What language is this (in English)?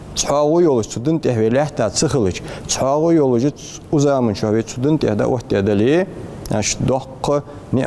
Ingush